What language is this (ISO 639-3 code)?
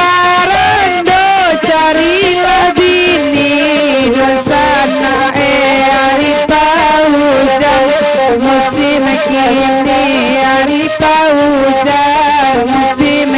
min